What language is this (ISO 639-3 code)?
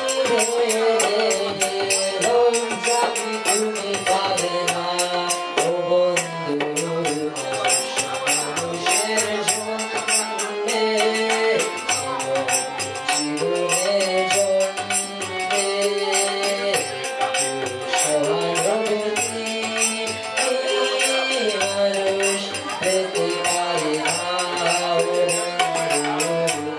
ben